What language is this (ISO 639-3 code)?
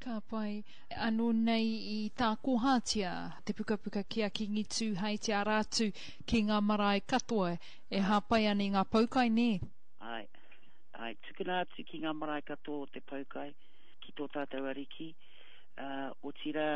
mri